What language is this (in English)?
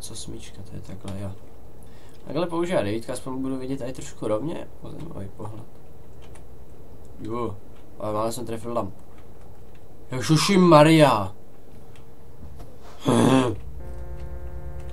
Czech